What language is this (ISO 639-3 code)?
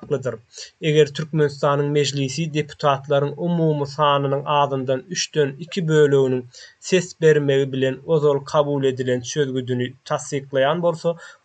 tuk